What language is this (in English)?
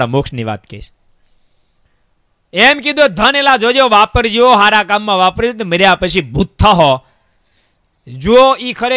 Gujarati